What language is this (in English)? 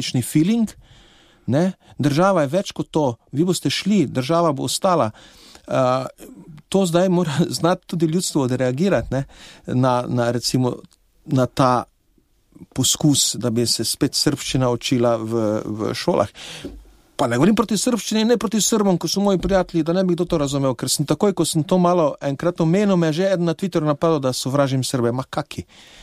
Slovenian